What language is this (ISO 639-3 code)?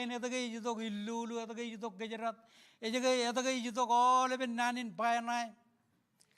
mah